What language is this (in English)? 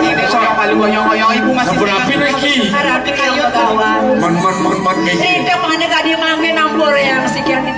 Balinese